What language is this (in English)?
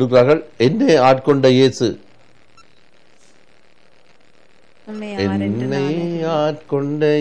Tamil